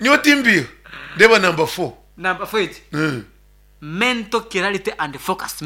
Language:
Nyankole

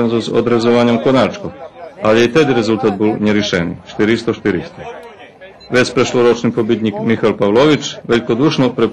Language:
Rusyn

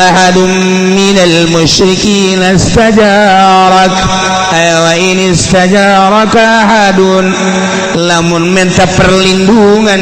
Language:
Sundanese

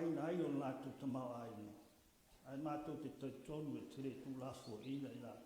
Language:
Samoan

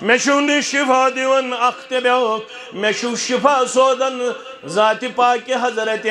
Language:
Kashmiri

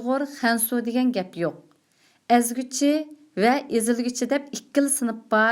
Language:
Uyghur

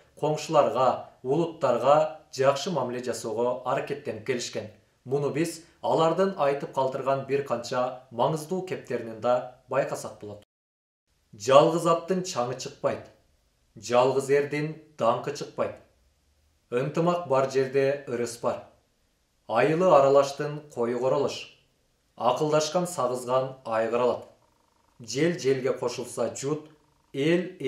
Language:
Kyrgyz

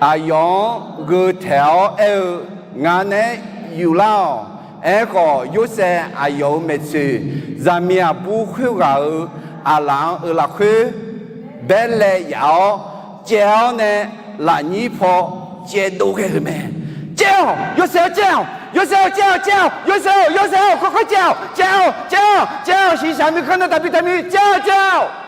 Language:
Akha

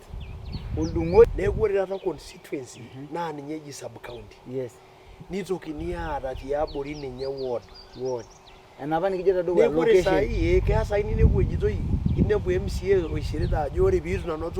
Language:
Masai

